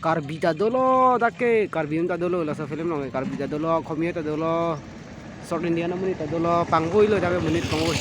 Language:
Karbi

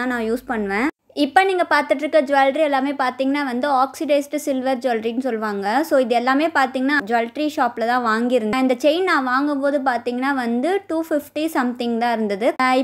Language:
Tamil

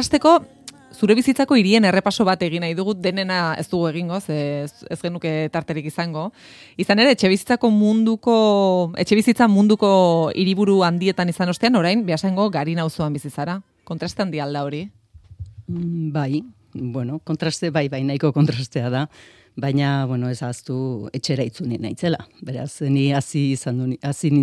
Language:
Basque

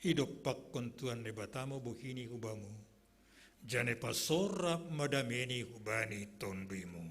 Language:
Batak Simalungun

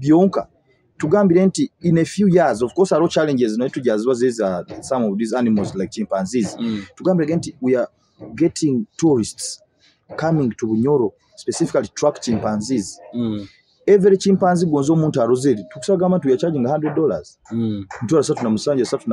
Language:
Nyoro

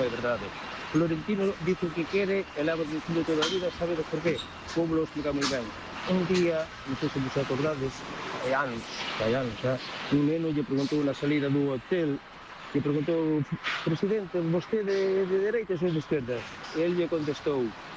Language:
Galician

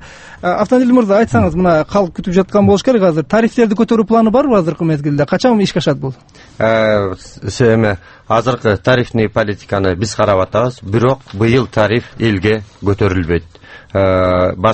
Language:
Kyrgyz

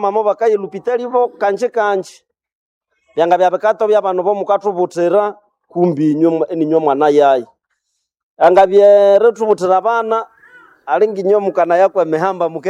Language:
Nande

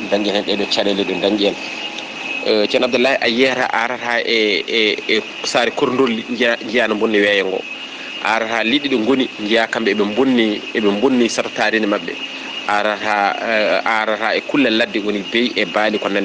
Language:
Fula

